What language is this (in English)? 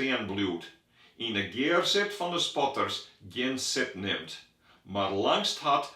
Western Frisian